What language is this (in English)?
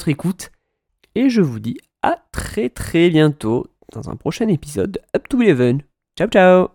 French